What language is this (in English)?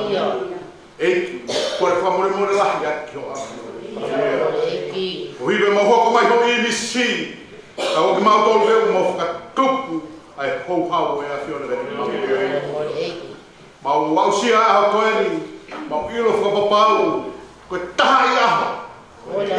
Tongan